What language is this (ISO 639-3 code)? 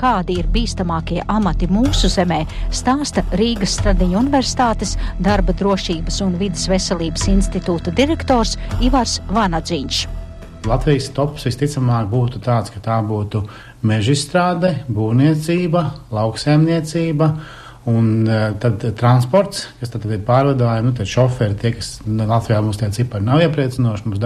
lav